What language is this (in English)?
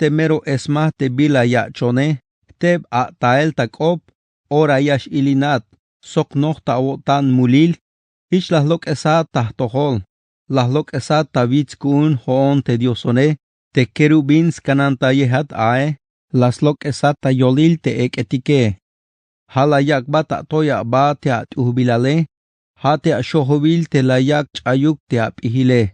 Tzeltal